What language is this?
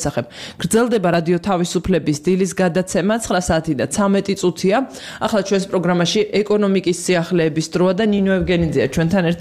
Georgian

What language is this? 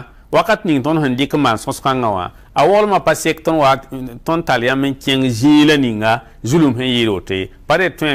Mossi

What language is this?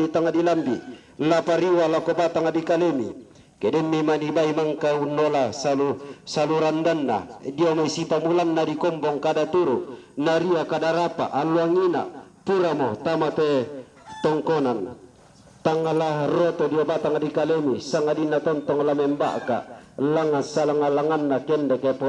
Toraja-Sa'dan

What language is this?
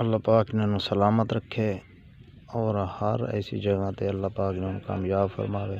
Saraiki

